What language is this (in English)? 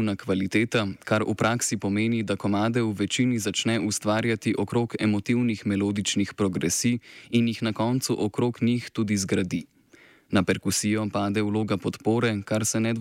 Slovenian